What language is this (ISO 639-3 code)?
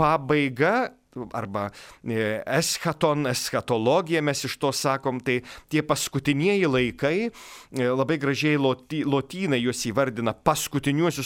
lit